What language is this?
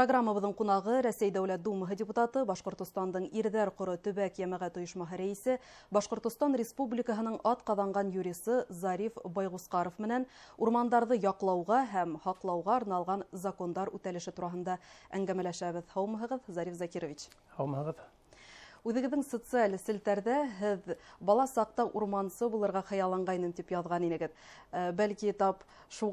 Bashkir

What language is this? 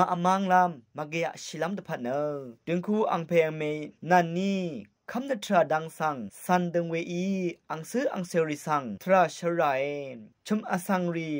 Rawang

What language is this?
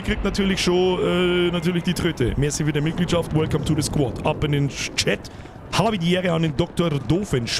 Bavarian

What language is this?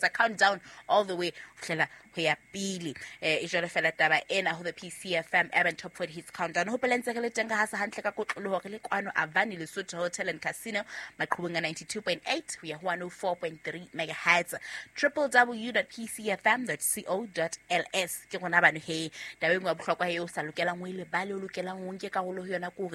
Southern Sotho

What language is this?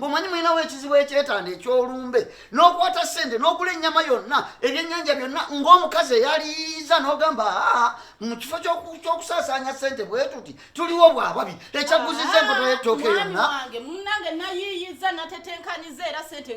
Ganda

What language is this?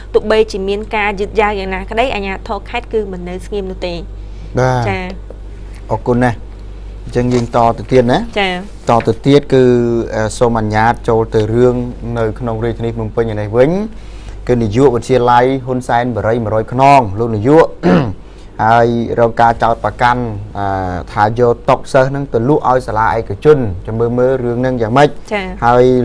Khmer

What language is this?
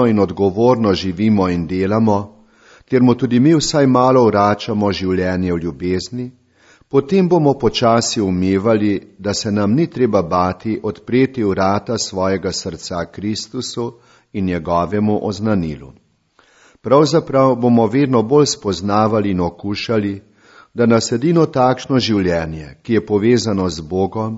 Slovenian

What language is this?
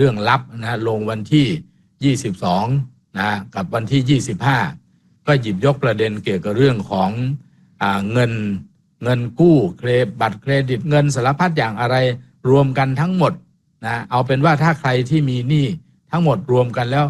Thai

